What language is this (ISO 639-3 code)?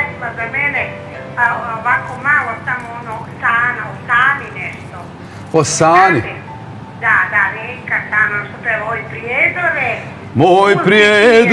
bos